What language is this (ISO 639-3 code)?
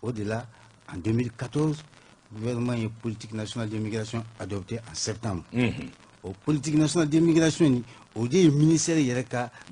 bam